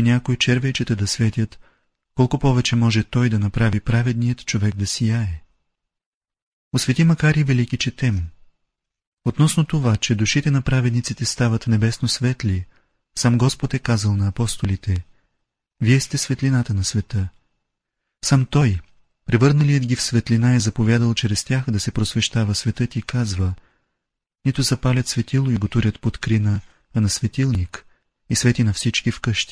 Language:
Bulgarian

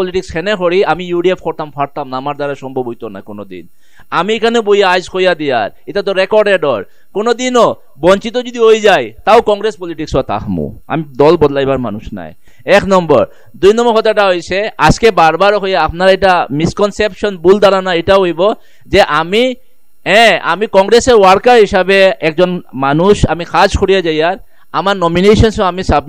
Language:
Sylheti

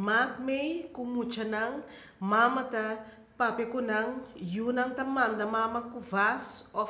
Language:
Papiamento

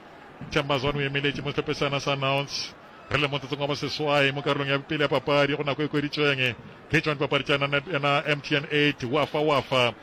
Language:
Northern Sotho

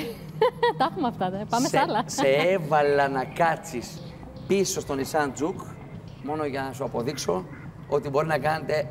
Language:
Greek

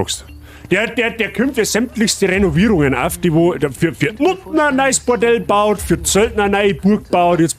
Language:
Bavarian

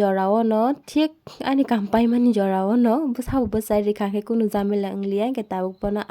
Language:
Kok Borok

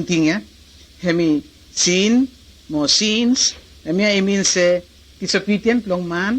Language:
Bislama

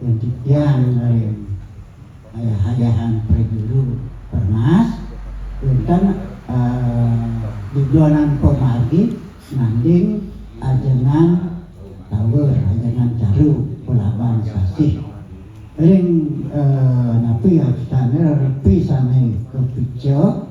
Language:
Balinese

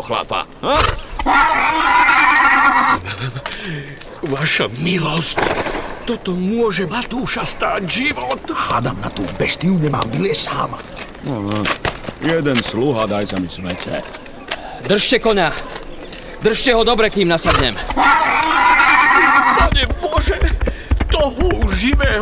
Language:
Slovak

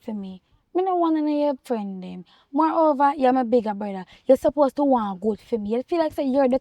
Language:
Jamaican Creole English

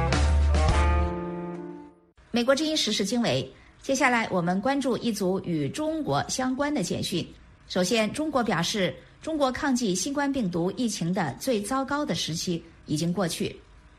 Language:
Chinese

